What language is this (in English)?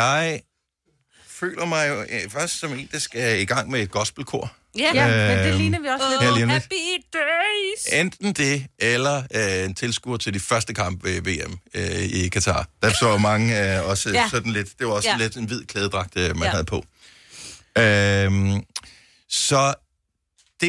Danish